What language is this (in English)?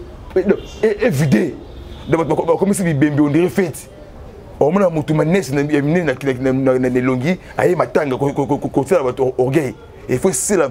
Lingala